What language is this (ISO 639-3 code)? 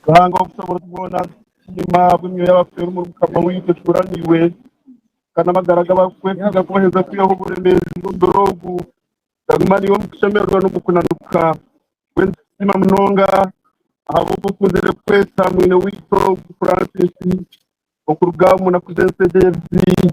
nyn